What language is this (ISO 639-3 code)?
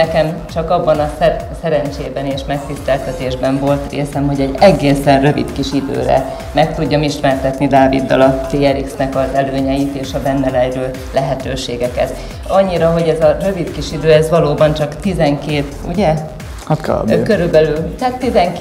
hun